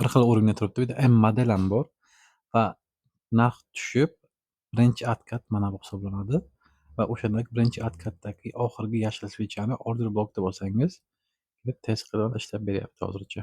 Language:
Uzbek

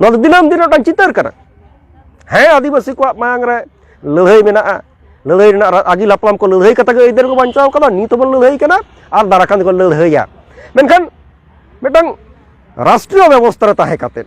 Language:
Santali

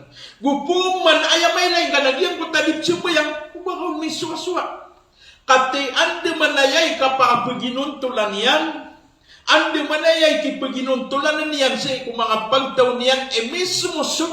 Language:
Maranao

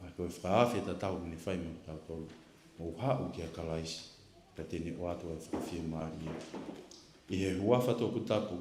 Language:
Tongan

